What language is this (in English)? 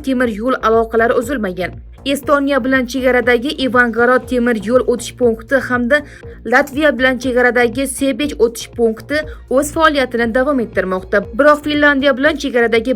Uzbek